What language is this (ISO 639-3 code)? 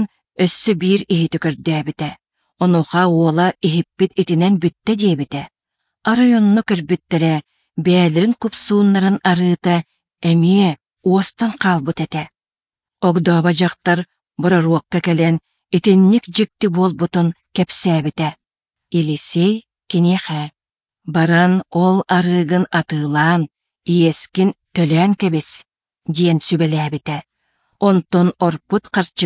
sah